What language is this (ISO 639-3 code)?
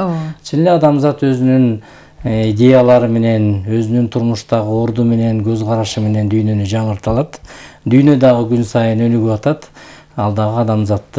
kir